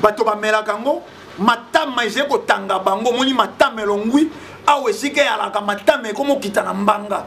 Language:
Lingala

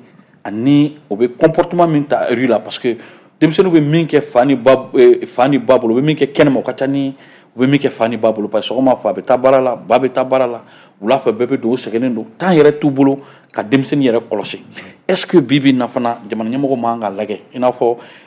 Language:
Bambara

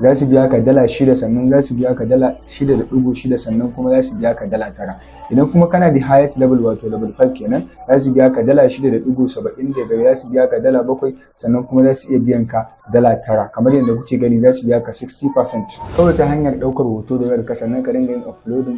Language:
Hausa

